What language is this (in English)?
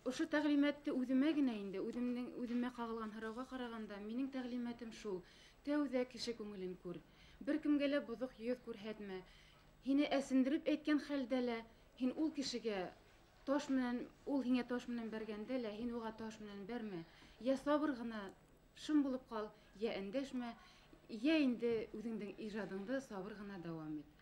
Bashkir